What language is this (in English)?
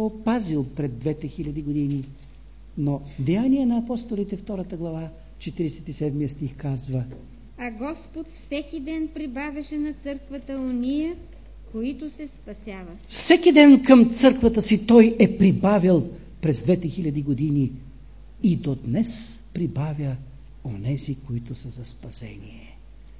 Bulgarian